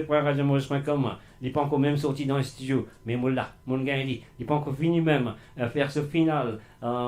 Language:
Morisyen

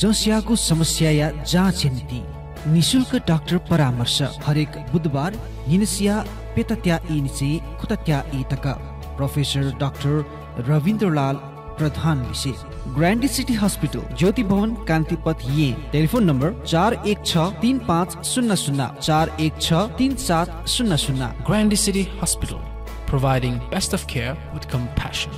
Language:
Newari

